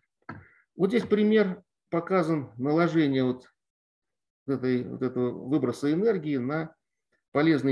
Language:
Russian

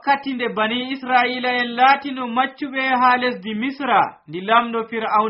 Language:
Nigerian Fulfulde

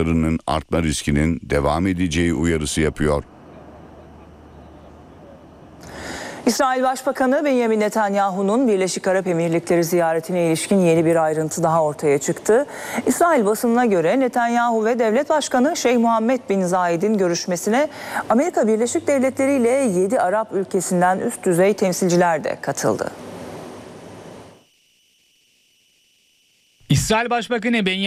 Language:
Turkish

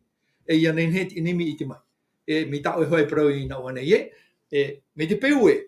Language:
Tahitian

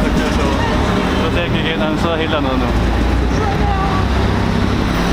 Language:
Danish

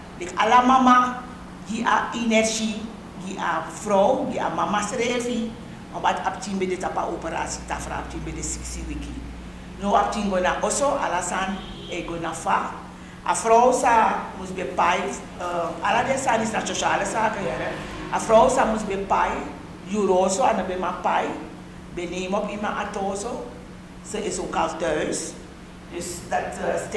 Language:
Sranan Tongo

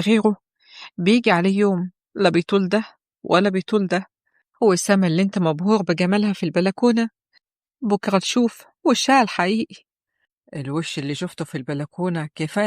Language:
Egyptian Arabic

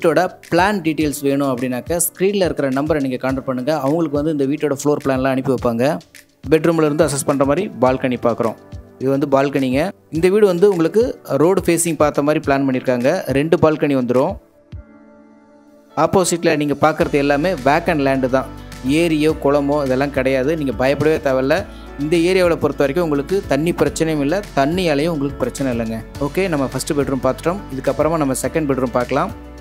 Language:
Tamil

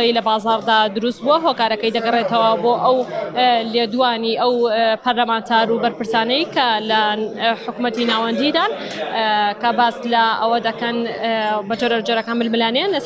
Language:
Central Kurdish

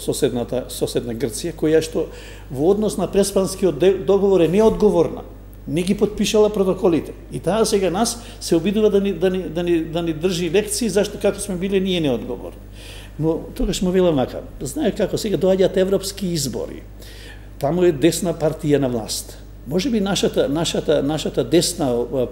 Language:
Macedonian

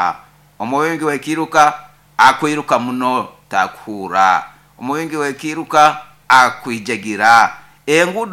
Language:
Nyoro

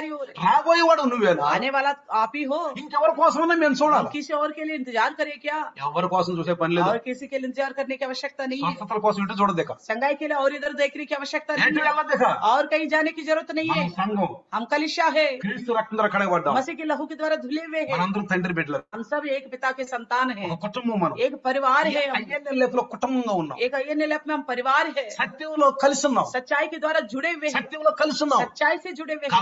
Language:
Telugu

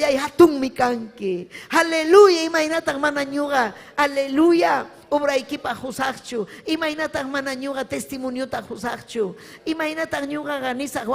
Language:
Ayacucho Quechua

